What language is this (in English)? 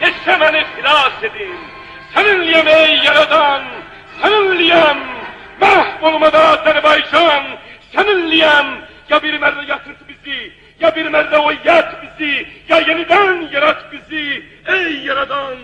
Azerbaijani